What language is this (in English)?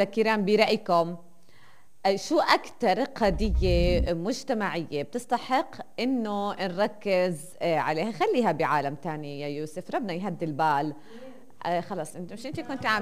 North Levantine Arabic